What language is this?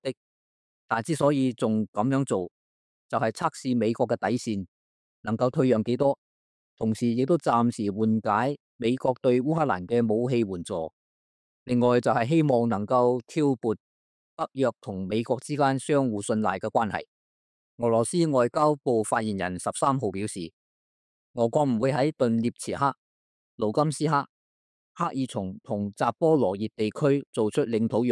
Cantonese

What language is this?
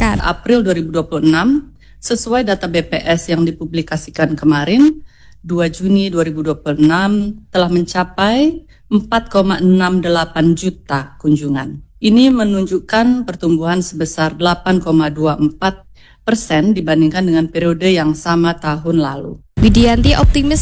Indonesian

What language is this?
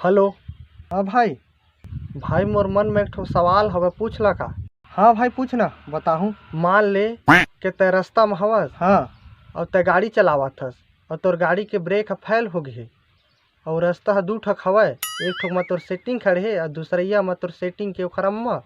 Chhattisgarhi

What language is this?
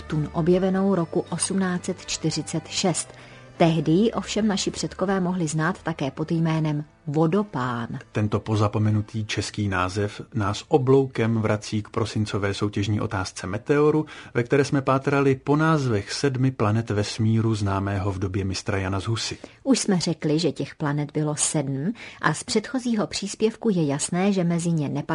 Czech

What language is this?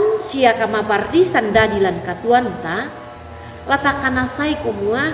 Toraja-Sa'dan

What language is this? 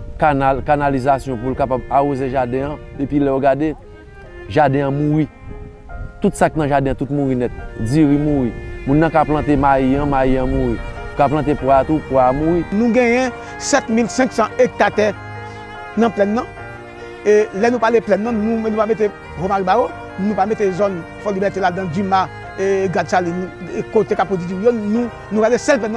Haitian Creole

